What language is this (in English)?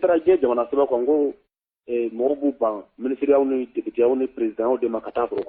Bambara